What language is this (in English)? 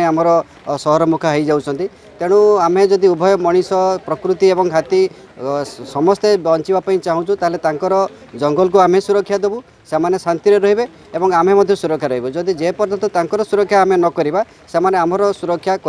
Odia